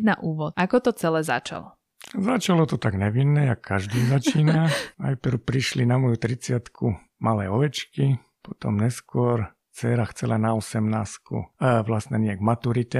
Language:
Slovak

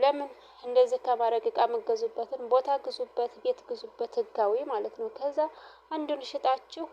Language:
Amharic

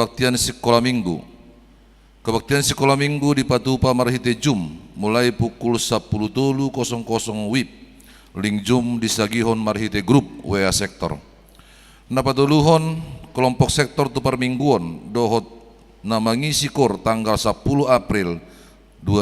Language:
Batak Toba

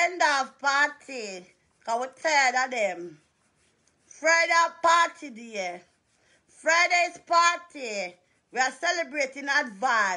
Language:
Jamaican Creole English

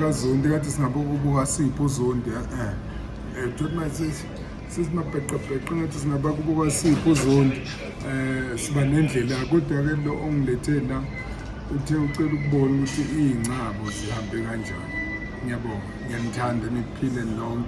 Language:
Zulu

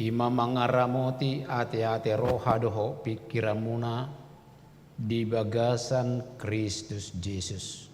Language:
Batak Toba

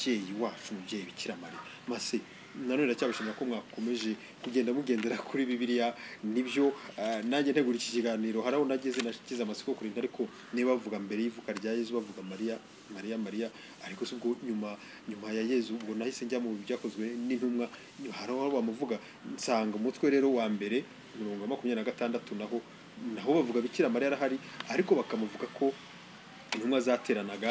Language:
Kinyarwanda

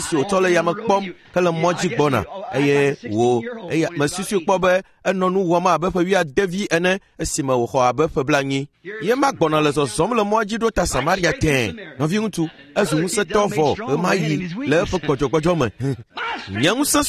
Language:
Ewe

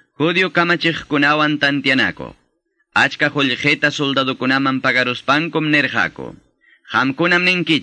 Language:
Quechua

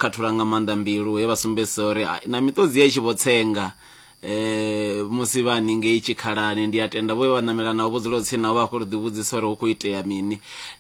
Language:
Venda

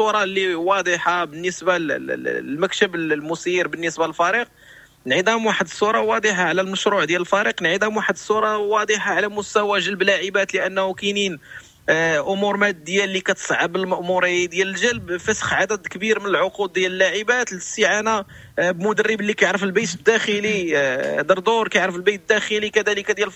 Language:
Moroccan Arabic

